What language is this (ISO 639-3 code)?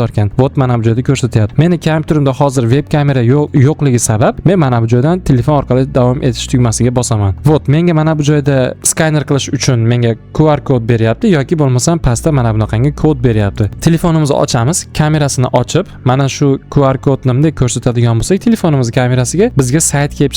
uzb